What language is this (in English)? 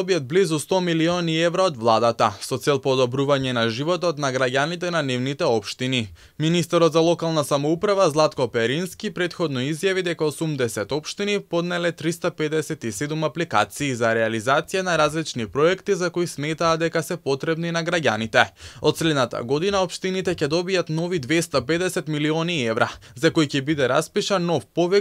Macedonian